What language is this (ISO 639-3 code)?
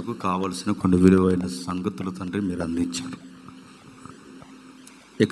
tel